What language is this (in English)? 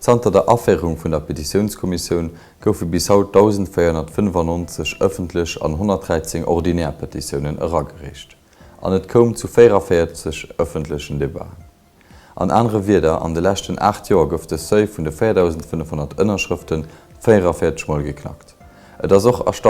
Luxembourgish